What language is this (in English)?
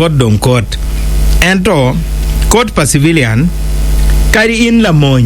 Acoli